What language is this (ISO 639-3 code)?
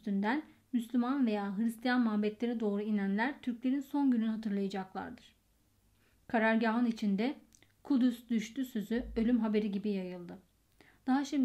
tur